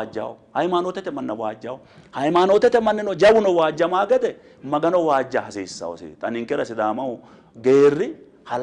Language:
Sidamo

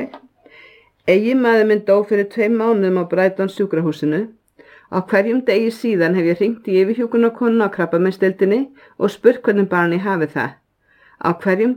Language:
Icelandic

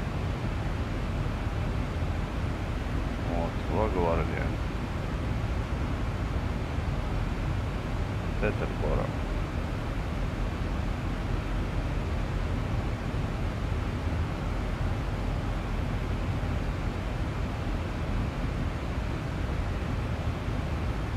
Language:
Russian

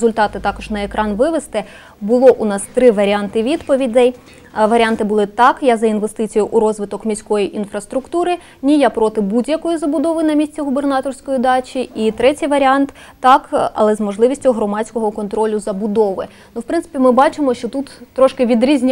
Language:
Ukrainian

